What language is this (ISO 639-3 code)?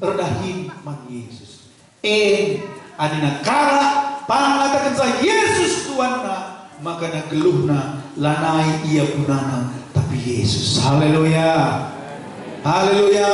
btx